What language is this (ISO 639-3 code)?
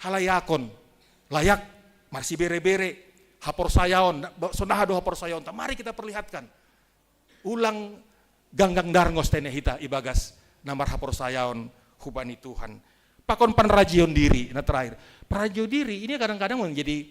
bts